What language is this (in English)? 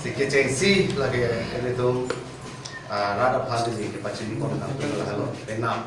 Karbi